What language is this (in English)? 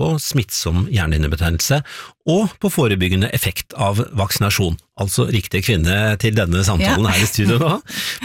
Norwegian